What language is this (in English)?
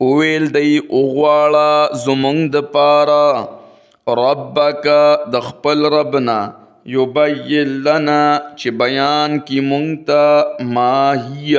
Pashto